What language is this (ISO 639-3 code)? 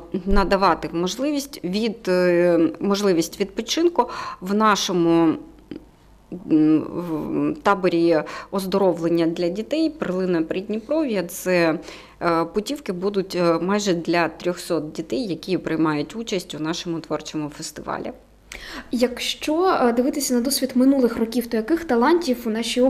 ukr